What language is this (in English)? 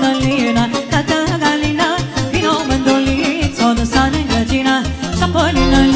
Romanian